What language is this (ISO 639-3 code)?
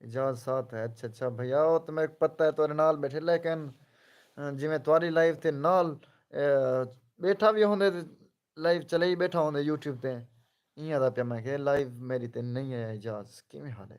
skr